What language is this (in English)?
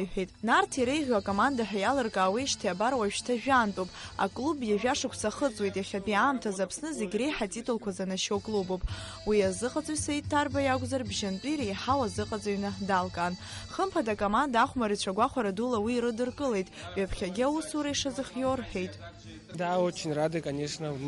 Abkhazian